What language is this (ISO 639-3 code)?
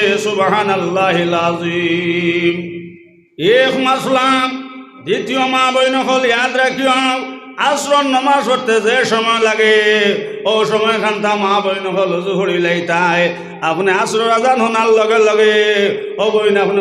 syl